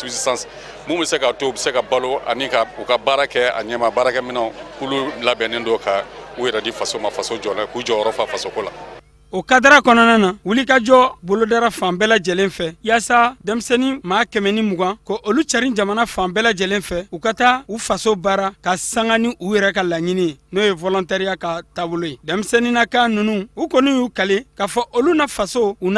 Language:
Bambara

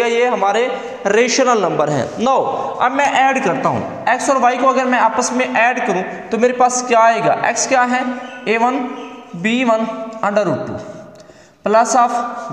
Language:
Hindi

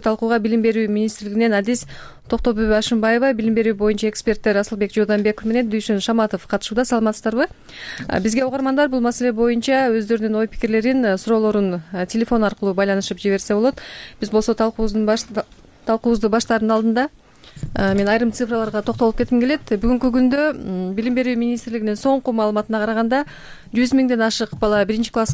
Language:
Kyrgyz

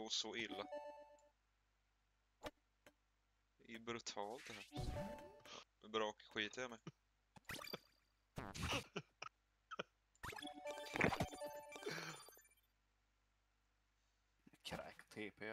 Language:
Swedish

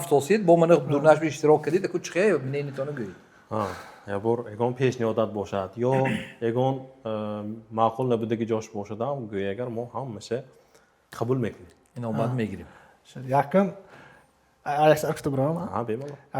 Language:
Tajik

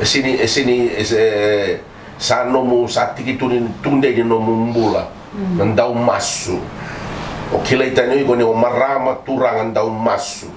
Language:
Fijian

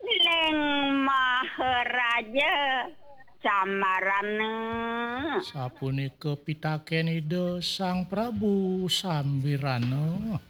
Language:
Balinese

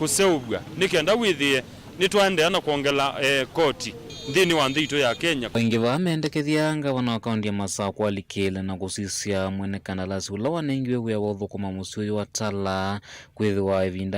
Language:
Kamba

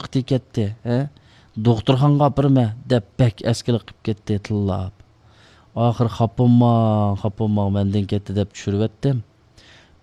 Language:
Uyghur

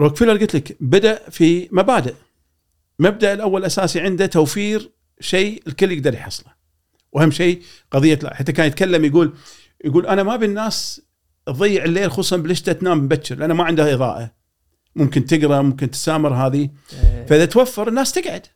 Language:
Gulf Arabic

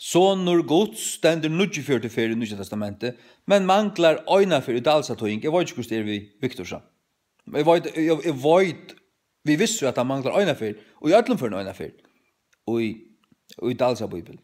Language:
Faroese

